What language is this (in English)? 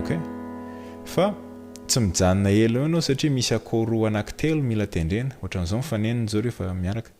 Malagasy